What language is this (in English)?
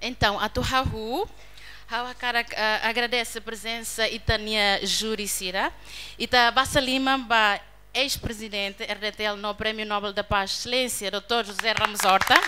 Tetum